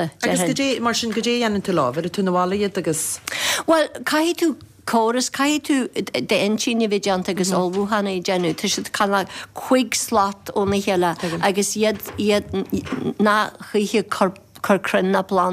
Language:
Irish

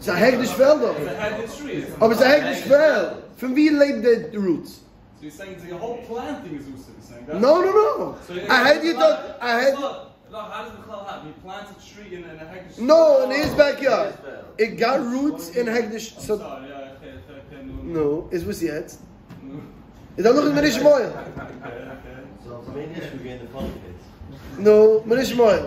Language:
Yiddish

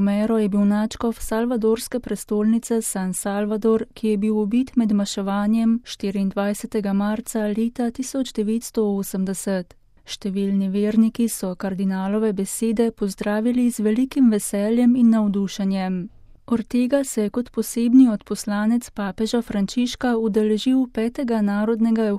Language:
Slovenian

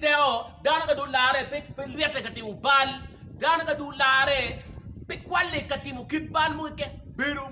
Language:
Acoli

